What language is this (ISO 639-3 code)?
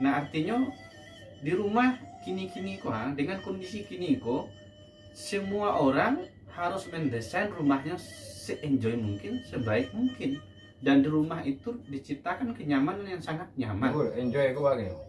min